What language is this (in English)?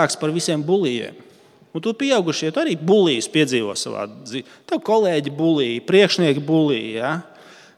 Latvian